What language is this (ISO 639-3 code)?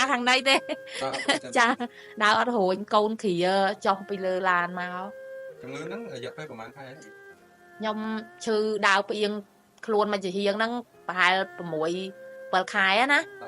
khm